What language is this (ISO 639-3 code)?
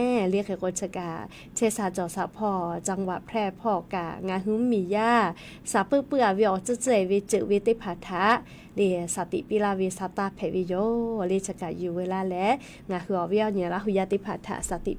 lhu